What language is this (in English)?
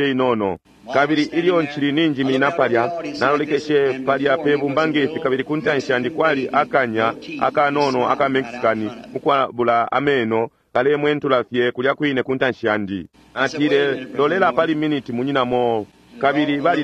Bemba